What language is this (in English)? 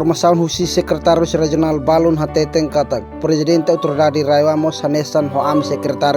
Tetum